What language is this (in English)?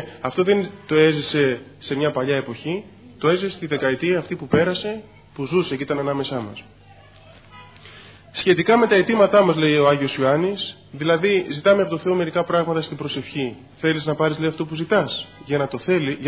Greek